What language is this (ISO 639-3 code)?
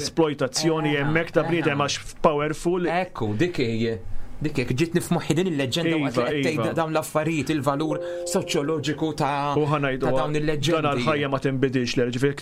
mlt